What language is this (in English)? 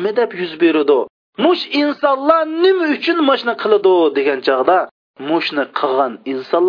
Uyghur